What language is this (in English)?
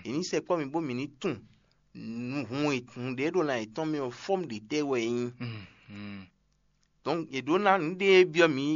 Fon